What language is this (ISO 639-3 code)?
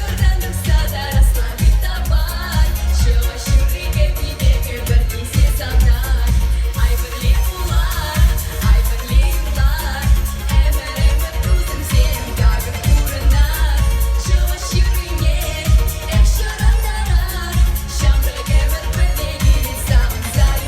chv